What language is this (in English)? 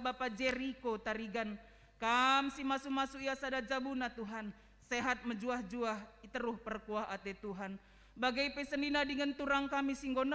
Batak Karo